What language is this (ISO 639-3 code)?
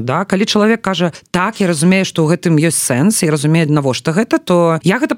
bel